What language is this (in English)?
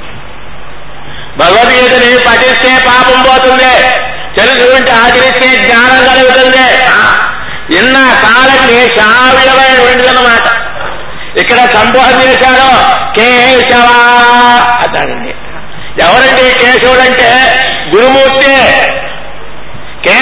Telugu